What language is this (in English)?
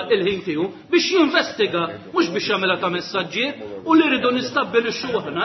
Maltese